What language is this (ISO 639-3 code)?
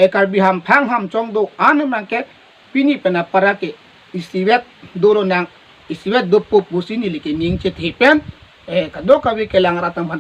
mjw